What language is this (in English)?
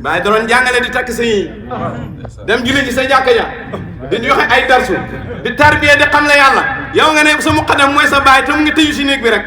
Wolof